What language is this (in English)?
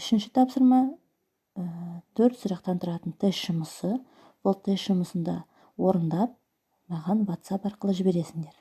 Kazakh